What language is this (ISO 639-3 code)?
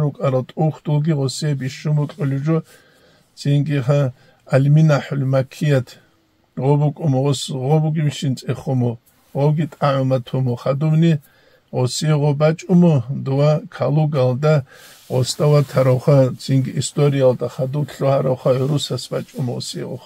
ava